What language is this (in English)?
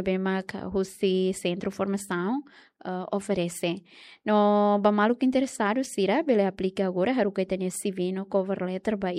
Tetum